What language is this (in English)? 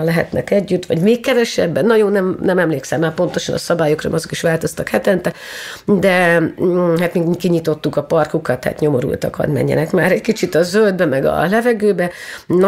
Hungarian